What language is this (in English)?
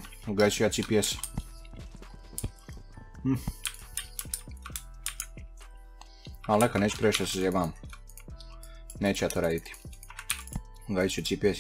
Croatian